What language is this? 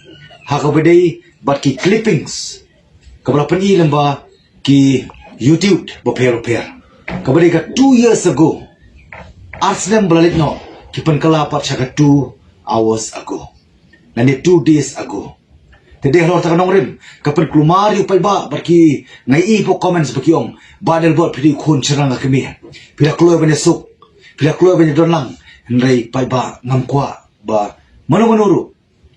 Khasi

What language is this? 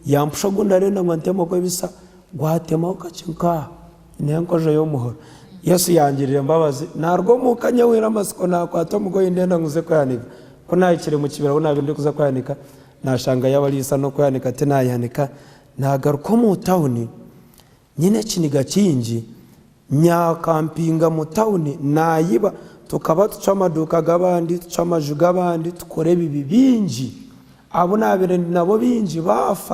Nyankole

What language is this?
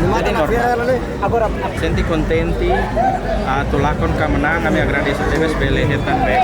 Tetum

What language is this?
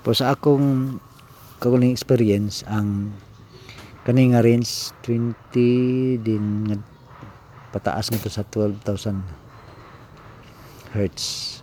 Cebuano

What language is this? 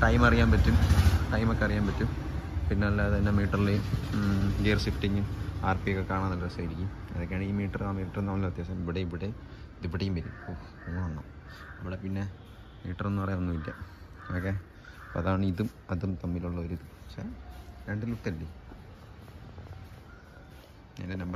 Malayalam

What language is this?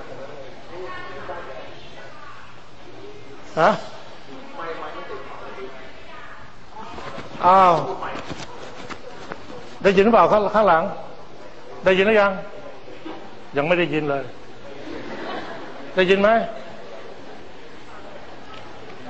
Thai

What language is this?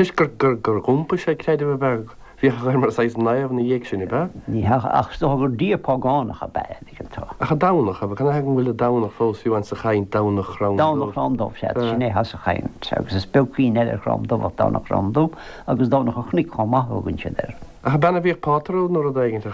Irish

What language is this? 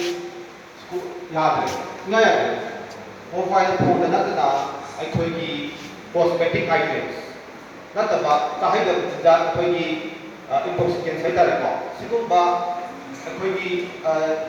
Manipuri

